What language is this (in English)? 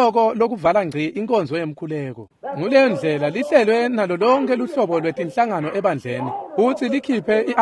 Swati